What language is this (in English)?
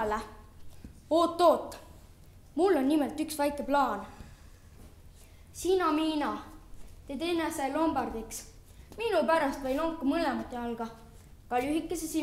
Estonian